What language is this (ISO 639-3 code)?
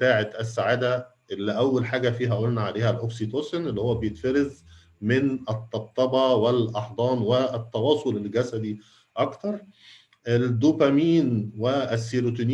arz